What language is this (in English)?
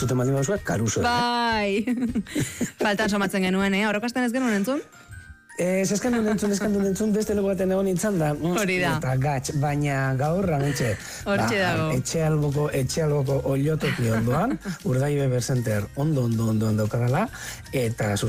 Basque